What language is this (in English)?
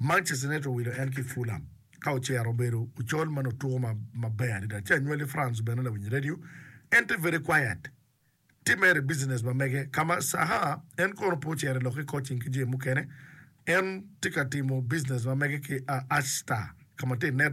Acoli